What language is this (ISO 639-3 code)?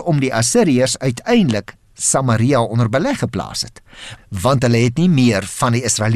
afr